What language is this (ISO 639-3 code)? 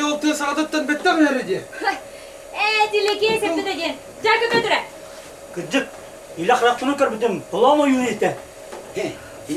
sah